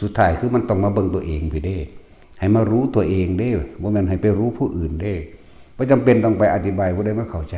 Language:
Northeastern Thai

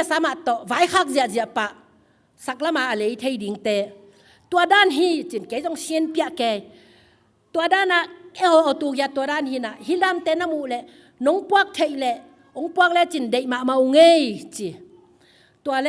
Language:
Tedim Chin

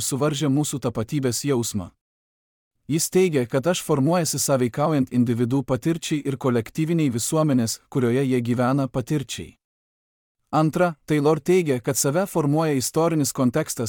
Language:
Lithuanian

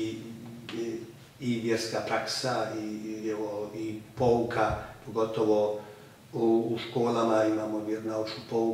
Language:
Croatian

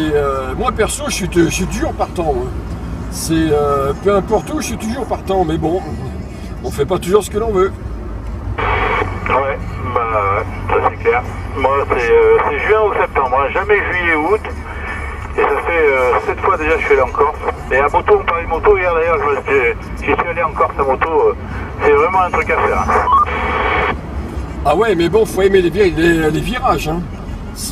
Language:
French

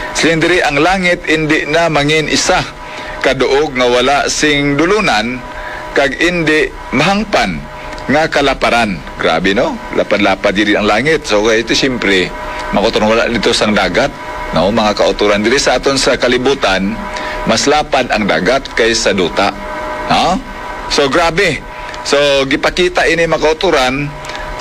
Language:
Hiligaynon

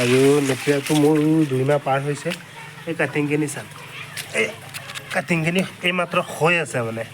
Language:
Assamese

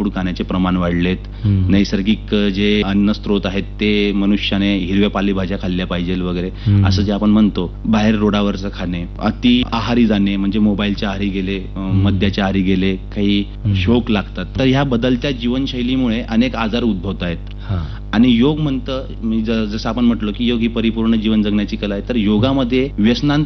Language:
Marathi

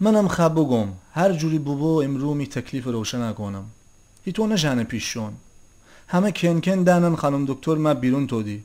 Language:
Gilaki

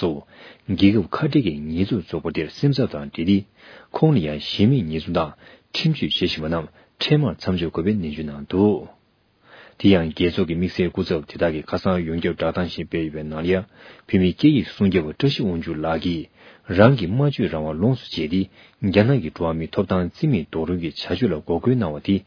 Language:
Tibetan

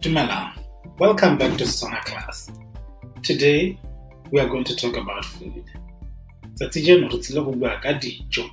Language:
Tswana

